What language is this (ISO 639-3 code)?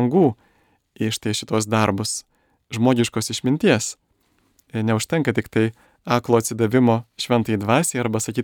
lit